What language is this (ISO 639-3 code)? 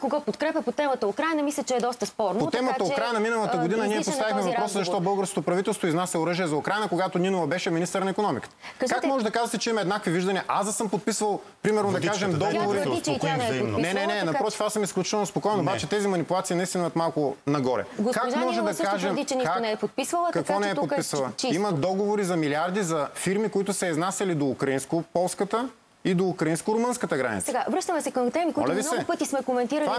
bul